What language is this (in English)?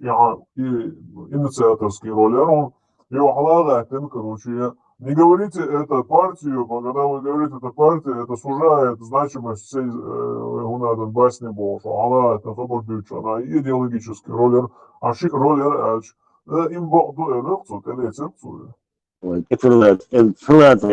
Chechen